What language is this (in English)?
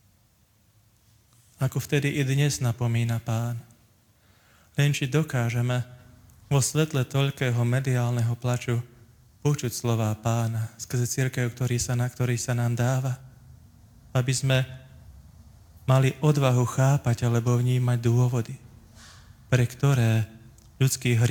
Slovak